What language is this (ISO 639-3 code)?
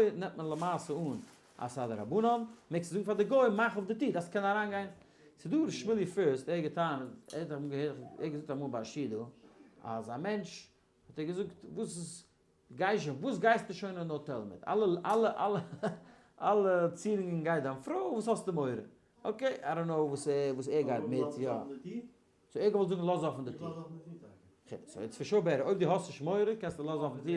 yid